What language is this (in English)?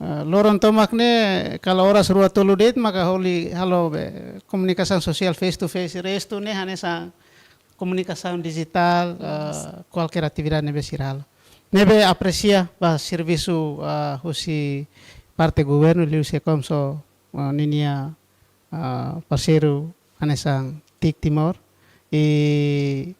Tetum